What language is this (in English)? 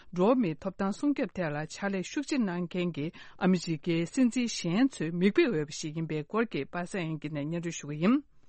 Tibetan